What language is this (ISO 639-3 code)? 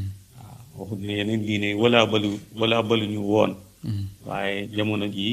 wol